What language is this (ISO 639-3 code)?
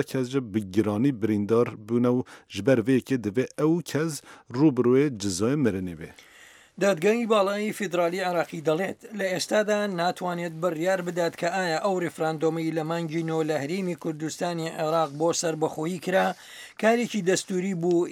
ckb